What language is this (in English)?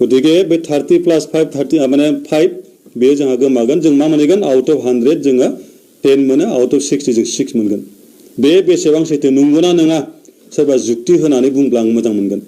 Bodo